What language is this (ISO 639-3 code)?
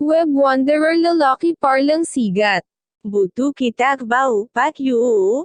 iba